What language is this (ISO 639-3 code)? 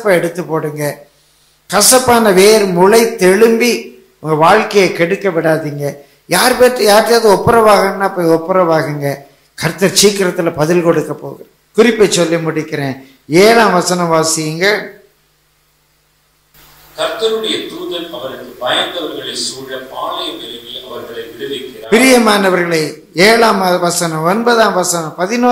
tam